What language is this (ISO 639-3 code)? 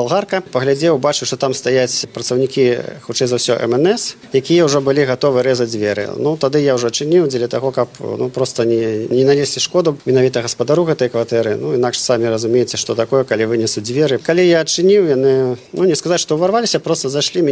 bel